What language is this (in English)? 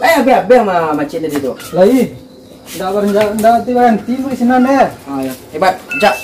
Minangkabau